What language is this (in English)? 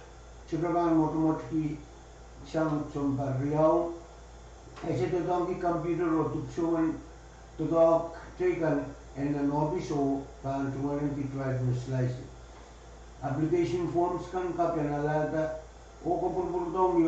Pohnpeian